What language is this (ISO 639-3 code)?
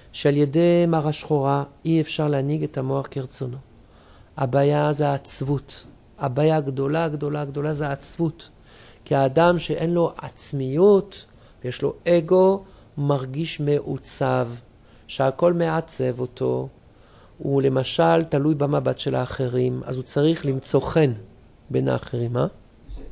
heb